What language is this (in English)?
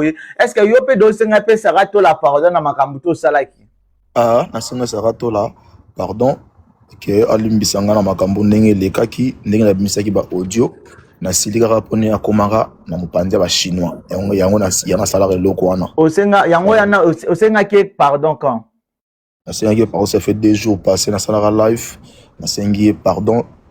Lingala